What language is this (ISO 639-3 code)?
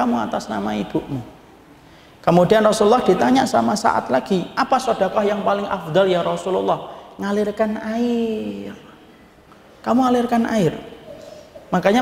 ind